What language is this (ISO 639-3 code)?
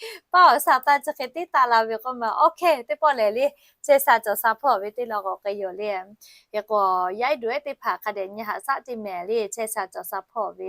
lhu